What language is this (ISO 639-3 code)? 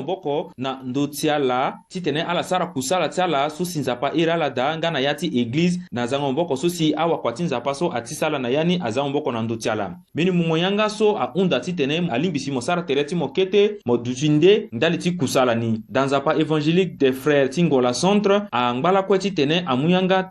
sag